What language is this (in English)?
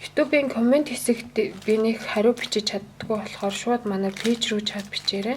Mongolian